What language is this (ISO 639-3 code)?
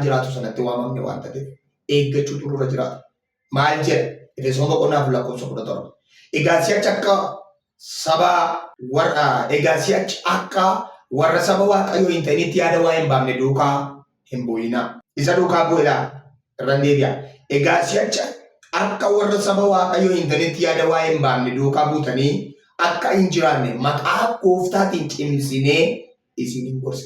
orm